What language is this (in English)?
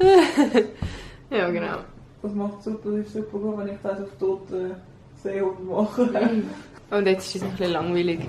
Swiss German